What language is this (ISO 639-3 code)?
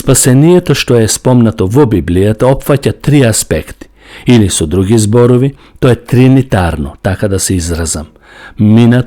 mkd